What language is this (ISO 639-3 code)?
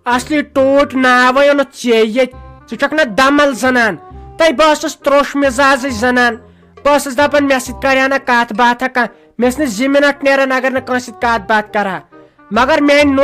kas